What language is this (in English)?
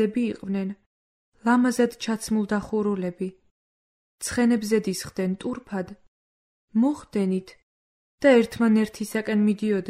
Georgian